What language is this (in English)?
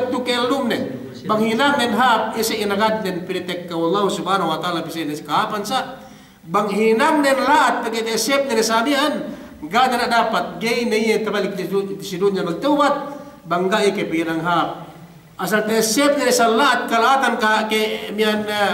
Yakan